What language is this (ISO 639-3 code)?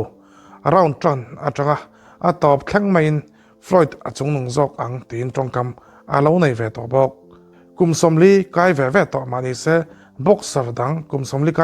lus